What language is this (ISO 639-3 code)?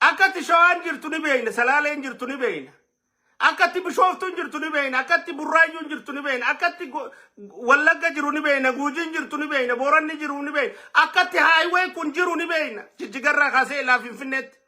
orm